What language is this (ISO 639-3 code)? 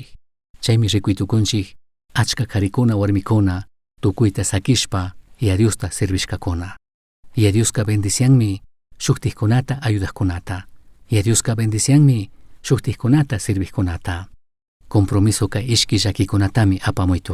qug